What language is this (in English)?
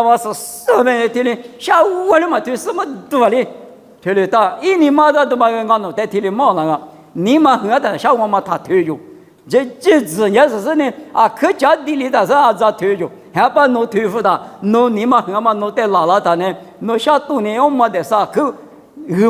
Lisu